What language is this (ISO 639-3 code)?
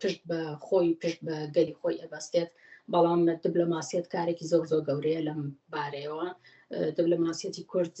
ckb